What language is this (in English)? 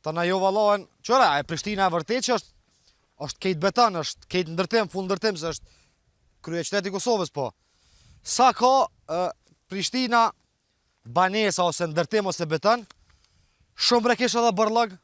Albanian